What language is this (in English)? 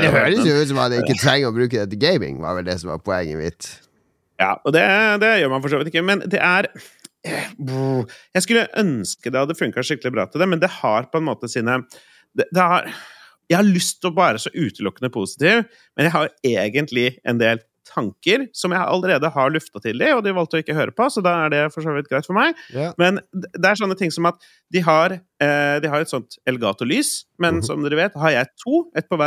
Norwegian